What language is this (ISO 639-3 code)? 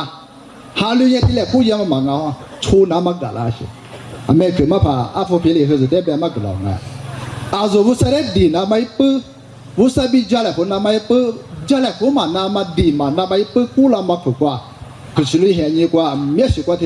lis